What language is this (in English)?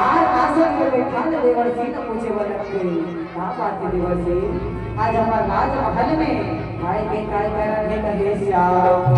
Chhattisgarhi